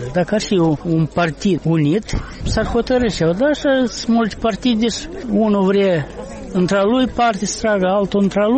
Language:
Romanian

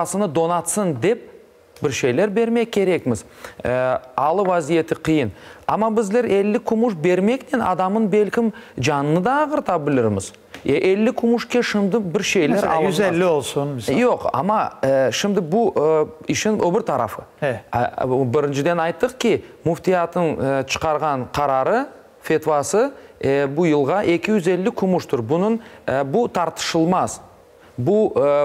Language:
Crimean Tatar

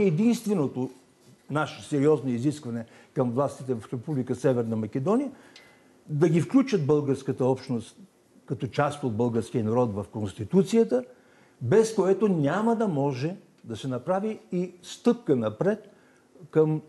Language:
Bulgarian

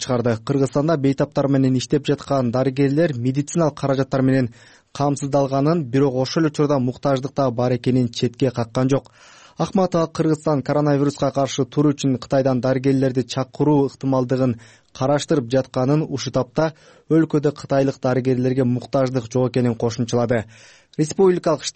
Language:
Kyrgyz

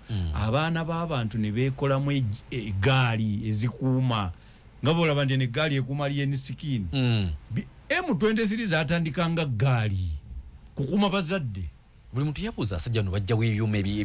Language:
Ganda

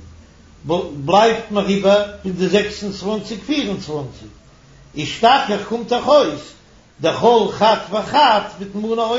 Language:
Yiddish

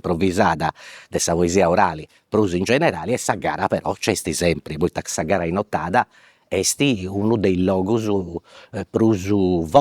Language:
Sardinian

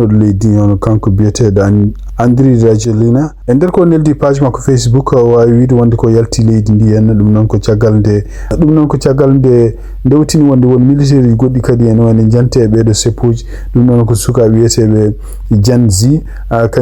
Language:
Fula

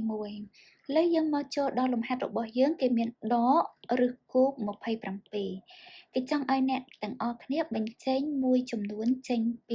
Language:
Khmer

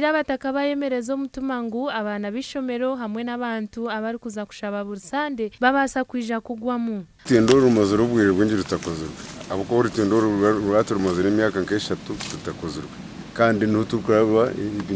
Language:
Nyankole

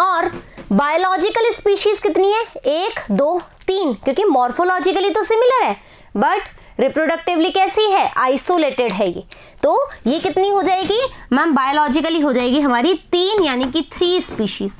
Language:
Hindi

